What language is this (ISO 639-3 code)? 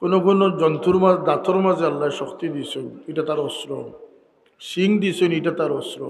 syl